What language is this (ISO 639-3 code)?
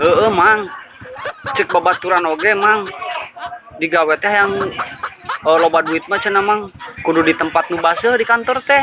sun